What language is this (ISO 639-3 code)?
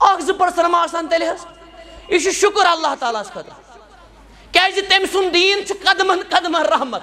kas